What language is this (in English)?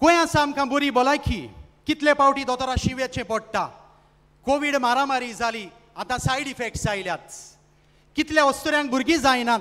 Konkani